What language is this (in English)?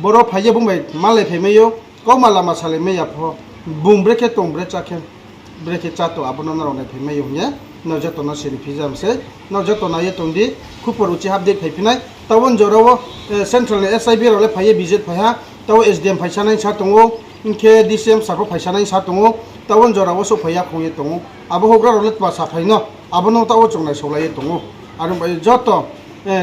Riang (India)